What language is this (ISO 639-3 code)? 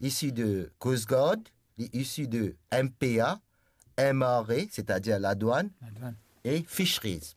mfe